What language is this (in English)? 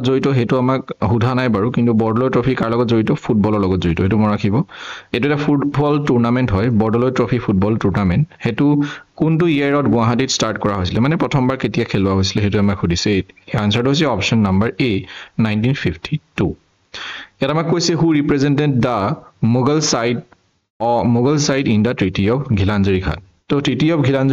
Assamese